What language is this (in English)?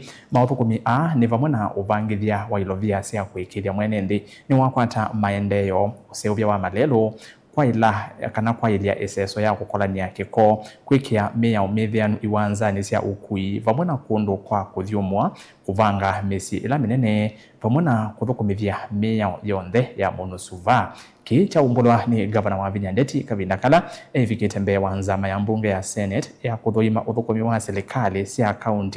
Kamba